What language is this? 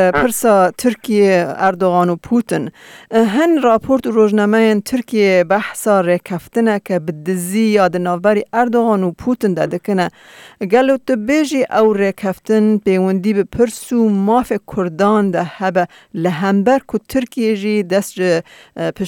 Kurdish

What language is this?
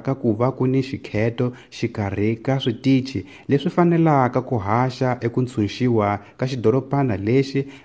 Tsonga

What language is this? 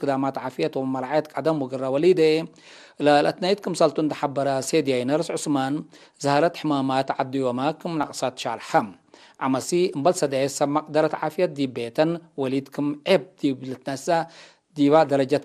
Tigre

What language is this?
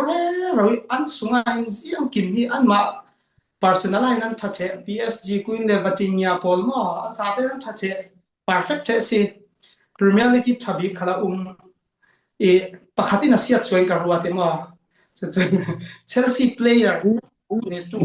Falam Chin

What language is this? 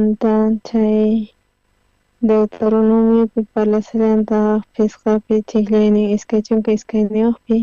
South Bolivian Quechua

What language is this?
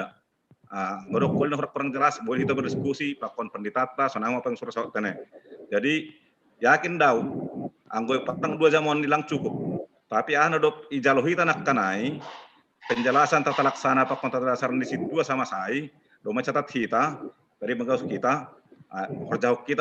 Batak Simalungun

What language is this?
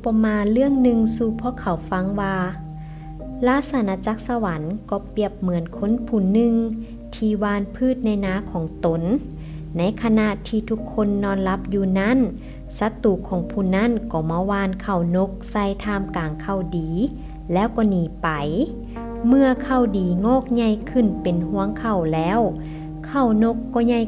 Lao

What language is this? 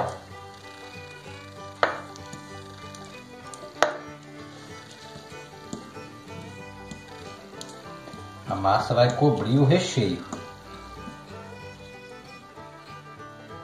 Portuguese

